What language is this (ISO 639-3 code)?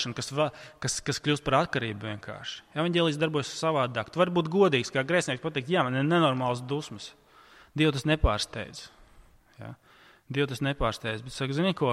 lav